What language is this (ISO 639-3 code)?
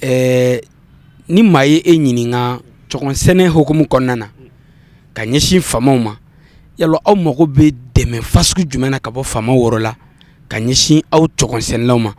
bam